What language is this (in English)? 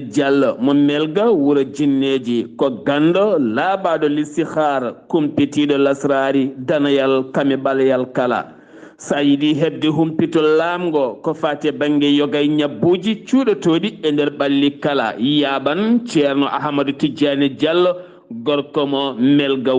Fula